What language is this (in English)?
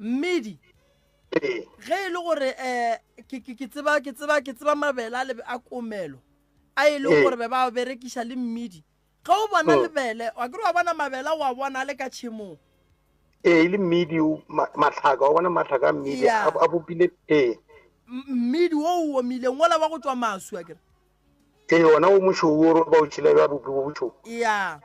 Northern Sotho